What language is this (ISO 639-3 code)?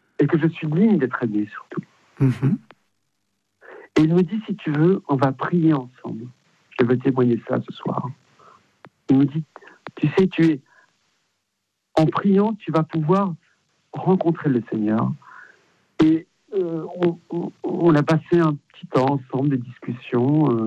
fra